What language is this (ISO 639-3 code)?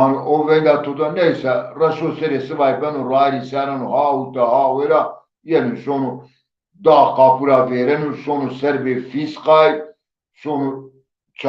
zza